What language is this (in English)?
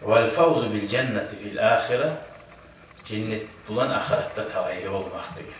Kumyk